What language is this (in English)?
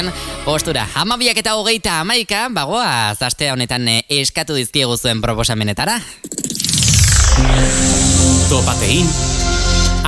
Basque